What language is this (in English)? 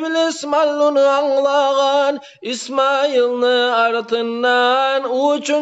Kumyk